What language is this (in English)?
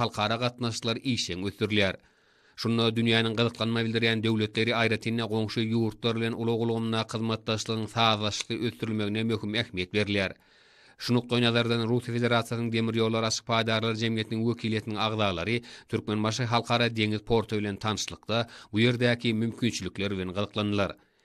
Turkmen